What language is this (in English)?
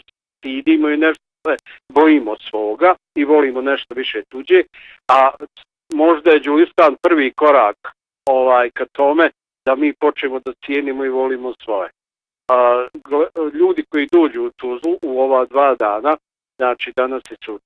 Bosnian